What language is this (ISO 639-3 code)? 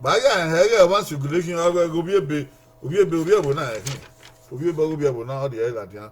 bin